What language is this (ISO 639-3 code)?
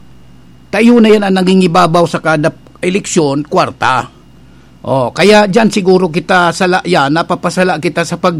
bik